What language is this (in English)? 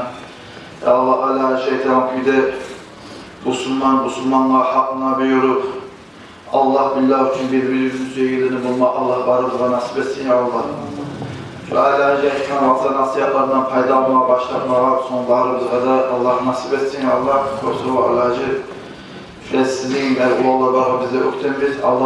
Kumyk